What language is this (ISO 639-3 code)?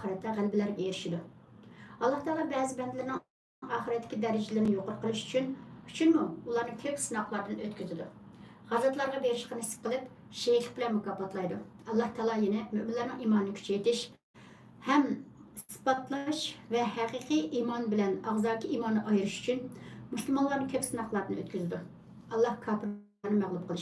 uig